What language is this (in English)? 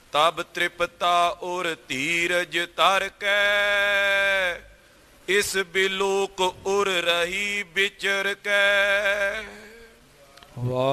Punjabi